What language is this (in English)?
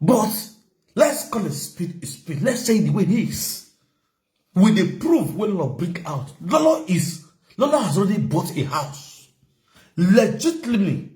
Nigerian Pidgin